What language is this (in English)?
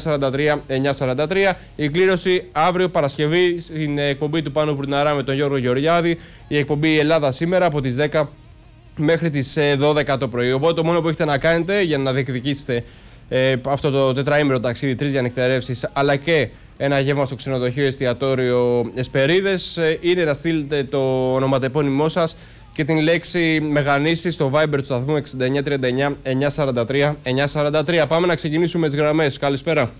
Greek